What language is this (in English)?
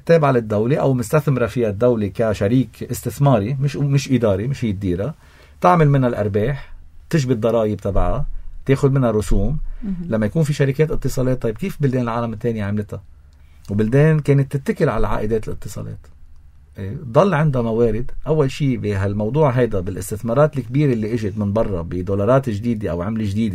North Levantine Arabic